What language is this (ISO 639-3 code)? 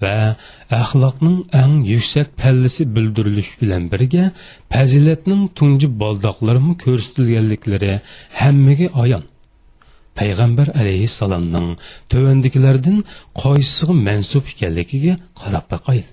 uig